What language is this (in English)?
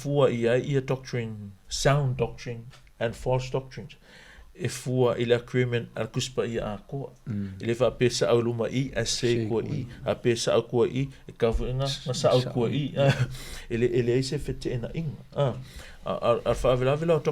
Samoan